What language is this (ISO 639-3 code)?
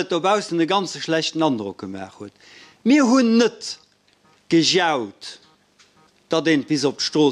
ltz